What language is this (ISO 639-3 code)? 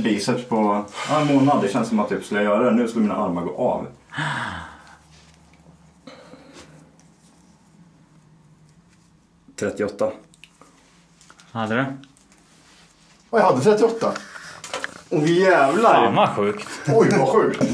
swe